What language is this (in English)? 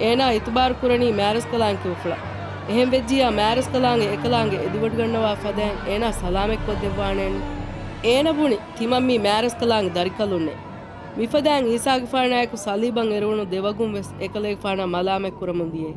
Divehi